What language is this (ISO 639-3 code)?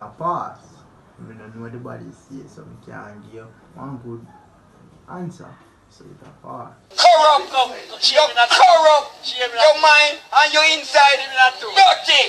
jam